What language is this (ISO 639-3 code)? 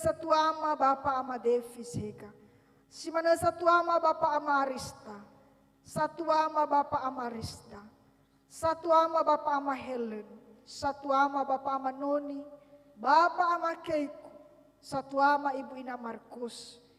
nia